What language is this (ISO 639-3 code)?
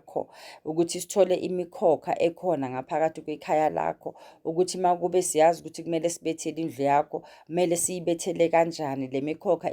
zul